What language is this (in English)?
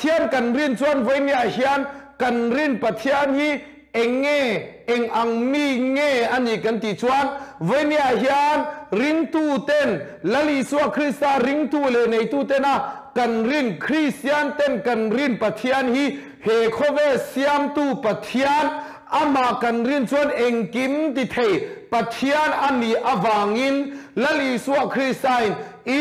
Mizo